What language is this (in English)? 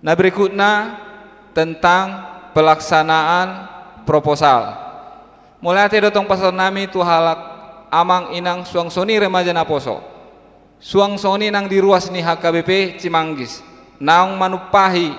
Batak Toba